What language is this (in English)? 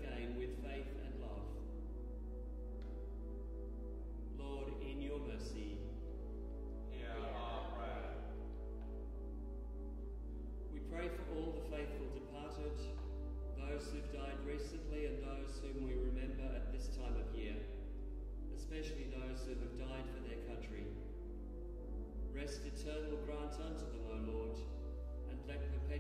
English